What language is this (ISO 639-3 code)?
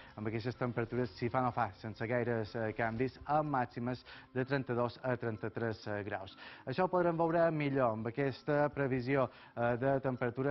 cat